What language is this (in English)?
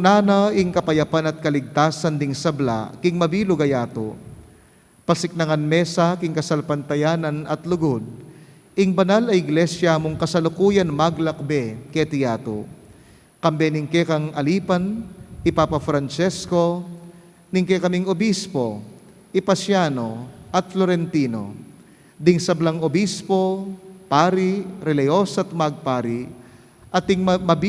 Pampanga